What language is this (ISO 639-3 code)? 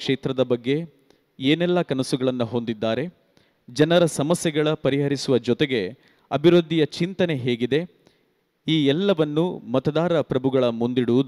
kan